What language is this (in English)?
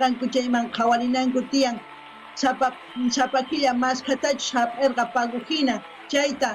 South Bolivian Quechua